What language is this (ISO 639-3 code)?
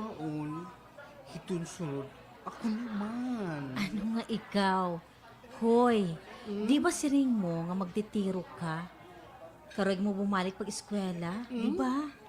war